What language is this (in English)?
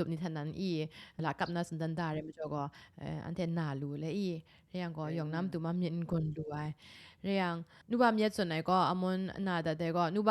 Kachin